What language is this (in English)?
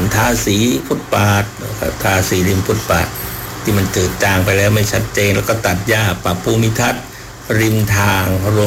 Thai